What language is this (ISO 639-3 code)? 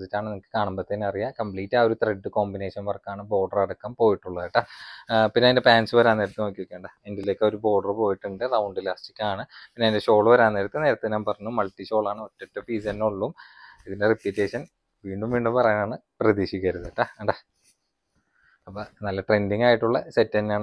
mal